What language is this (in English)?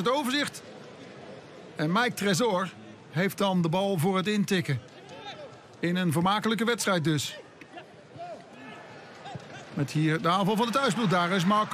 Dutch